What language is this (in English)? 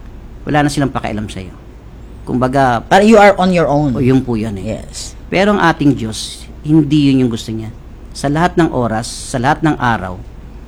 Filipino